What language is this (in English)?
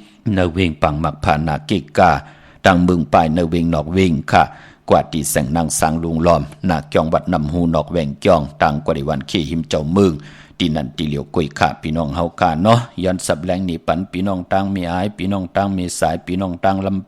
Shan